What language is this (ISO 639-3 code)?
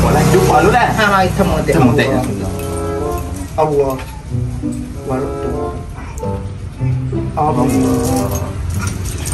msa